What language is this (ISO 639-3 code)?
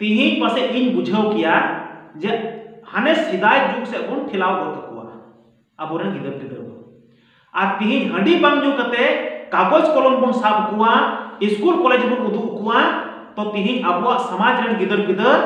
sat